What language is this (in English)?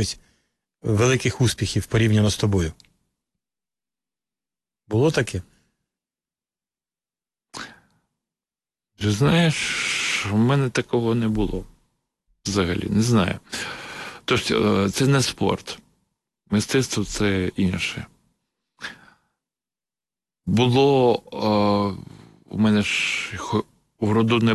Ukrainian